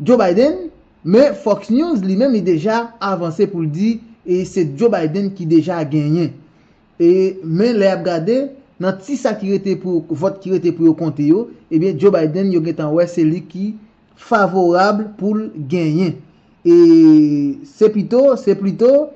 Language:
Haitian Creole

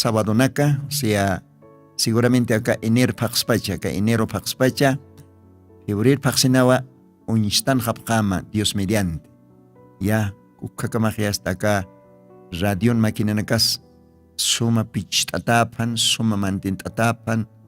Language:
Aymara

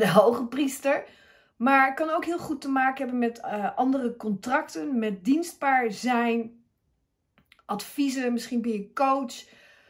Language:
Dutch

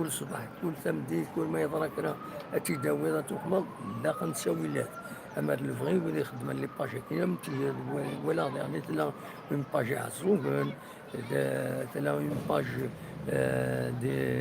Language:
Kabyle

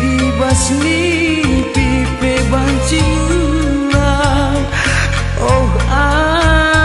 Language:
Batak Karo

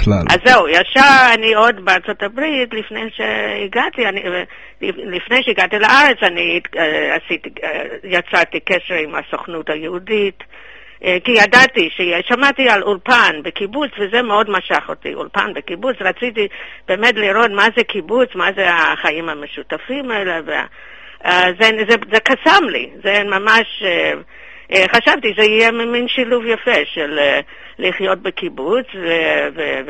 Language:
Hebrew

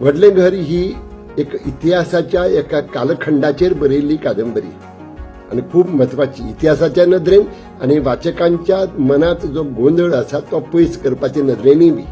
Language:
Konkani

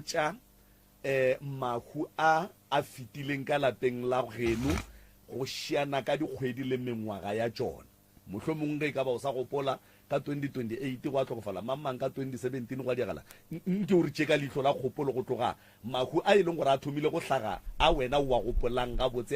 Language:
Northern Sotho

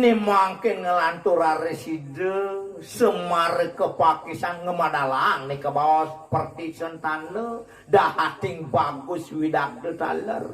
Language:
Balinese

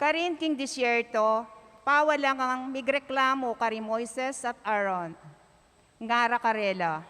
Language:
Pampanga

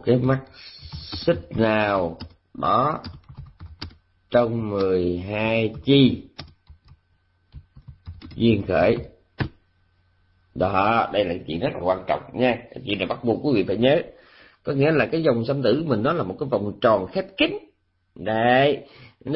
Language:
Vietnamese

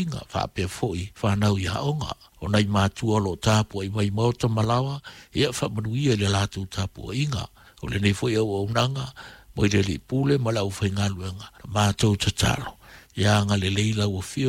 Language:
Samoan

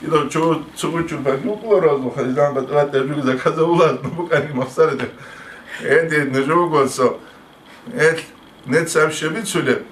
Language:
Avaric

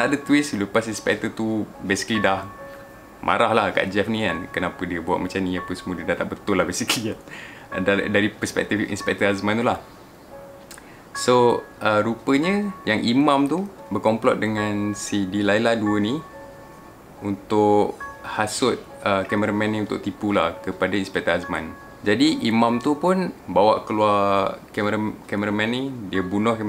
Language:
Malay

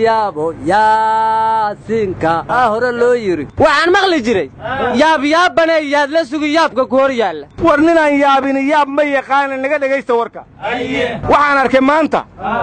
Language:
Somali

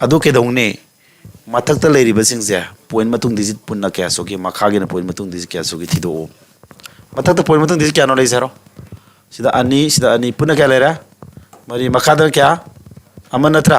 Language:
Manipuri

